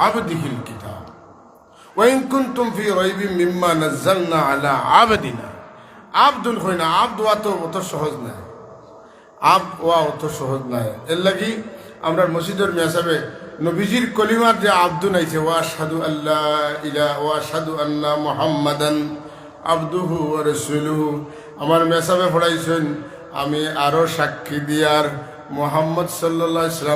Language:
Sylheti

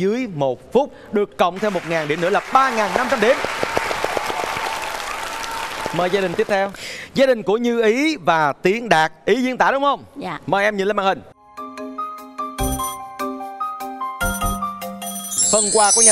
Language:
Vietnamese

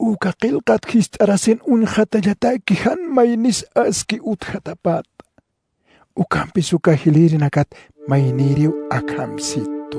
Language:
Aymara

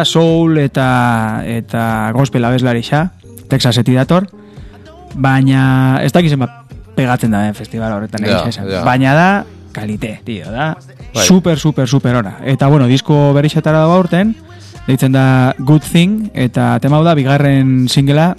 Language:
Basque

